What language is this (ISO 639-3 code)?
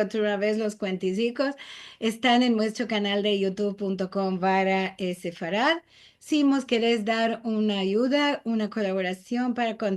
lad